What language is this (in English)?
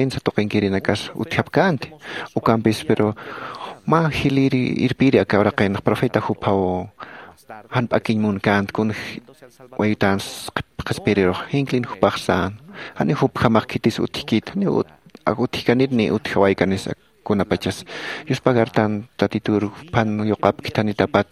Aymara